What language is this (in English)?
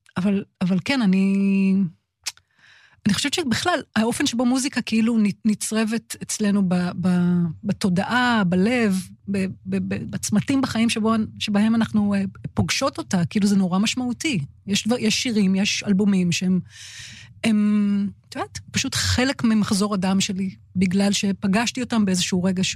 Hebrew